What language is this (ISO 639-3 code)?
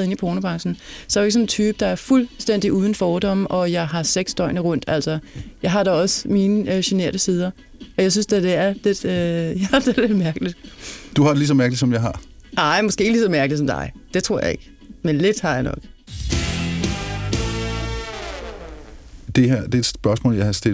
dan